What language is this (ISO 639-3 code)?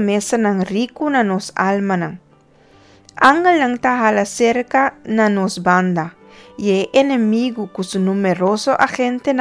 pap